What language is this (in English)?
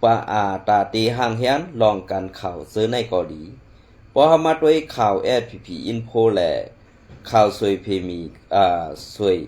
Shan